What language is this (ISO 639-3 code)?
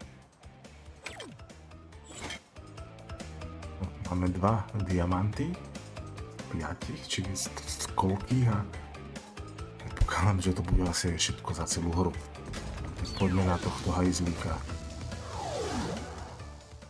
slk